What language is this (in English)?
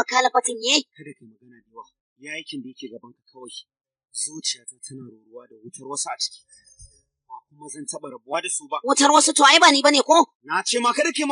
Hausa